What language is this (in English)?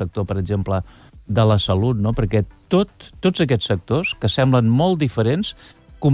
Catalan